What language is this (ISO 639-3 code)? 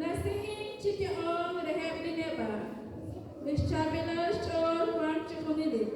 kek